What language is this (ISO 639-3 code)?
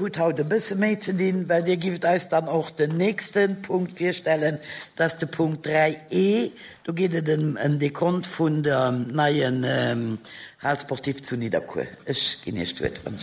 ltz